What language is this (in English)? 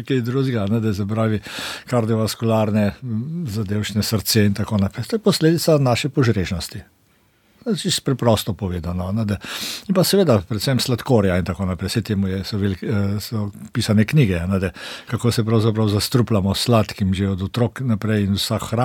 Slovenian